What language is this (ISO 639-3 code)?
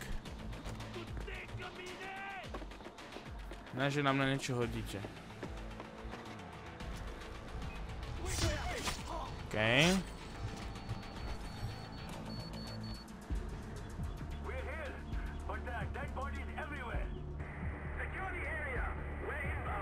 slk